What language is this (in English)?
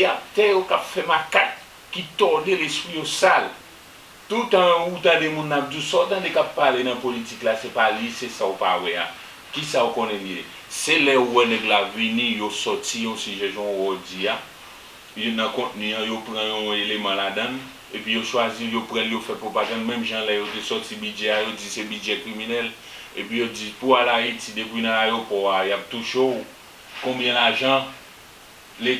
Haitian Creole